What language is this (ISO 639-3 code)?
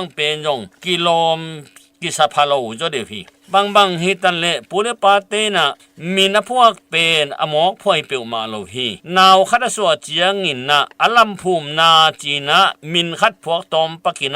ctd